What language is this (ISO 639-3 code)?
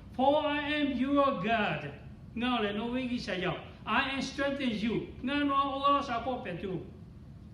lhu